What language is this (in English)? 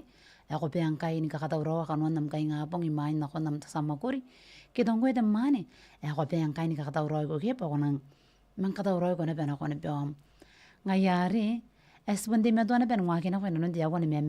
Gilbertese